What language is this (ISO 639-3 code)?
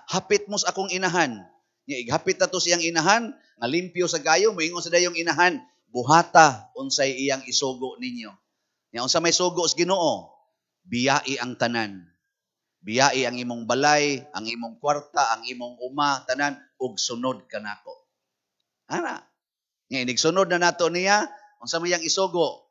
ceb